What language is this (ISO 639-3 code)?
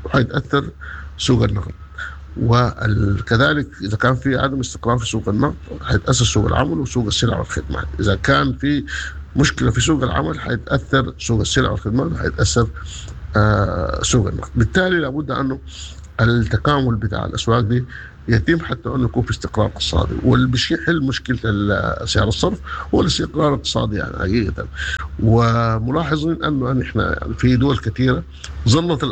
apd